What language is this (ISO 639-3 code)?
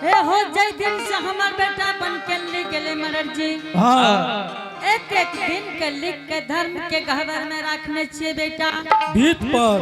anp